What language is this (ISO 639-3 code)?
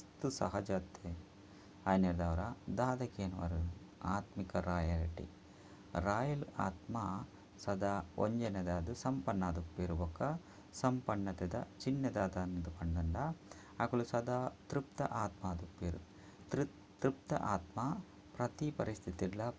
tcy